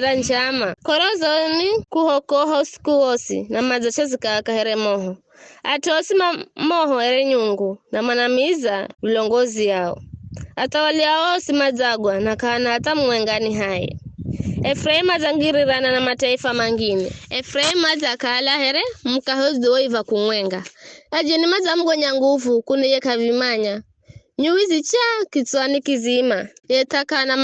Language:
Giryama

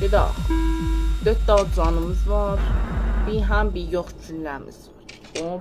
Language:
South Azerbaijani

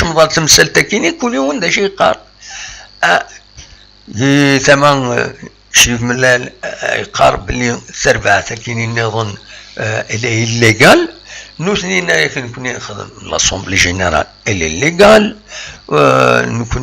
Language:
Kabyle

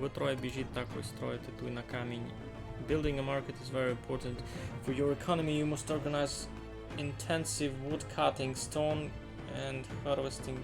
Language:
Rusyn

